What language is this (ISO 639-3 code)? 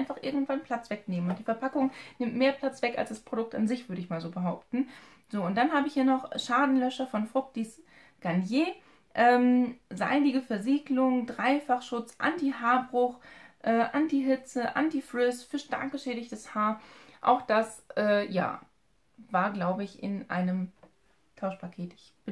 deu